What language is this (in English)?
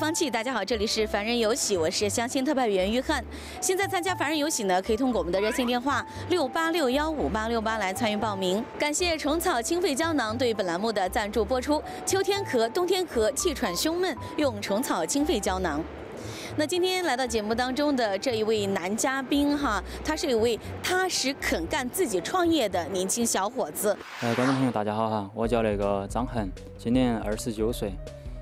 Chinese